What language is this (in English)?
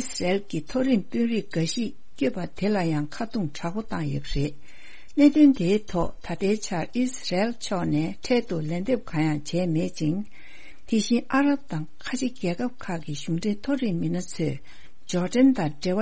Tibetan